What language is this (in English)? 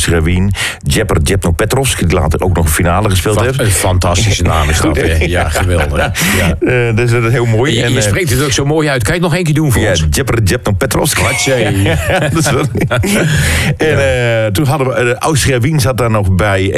Dutch